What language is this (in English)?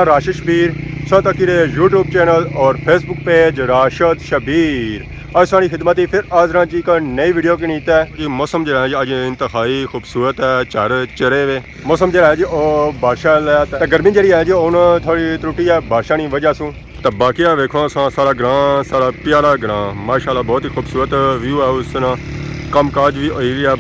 Pahari-Potwari